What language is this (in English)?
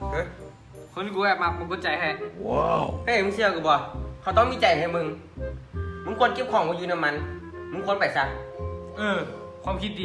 Lao